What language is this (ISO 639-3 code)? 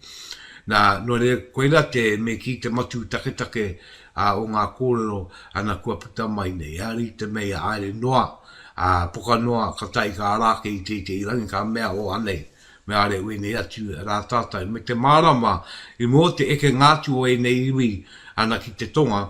mri